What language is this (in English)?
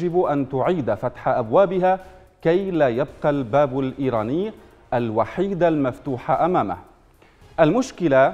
Arabic